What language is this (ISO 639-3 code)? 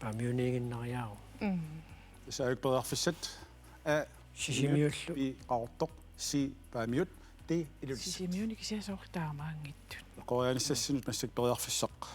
kal